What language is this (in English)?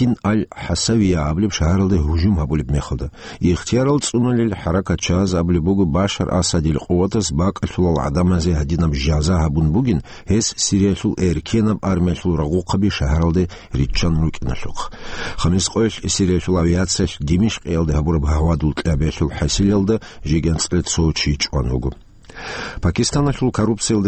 Avaric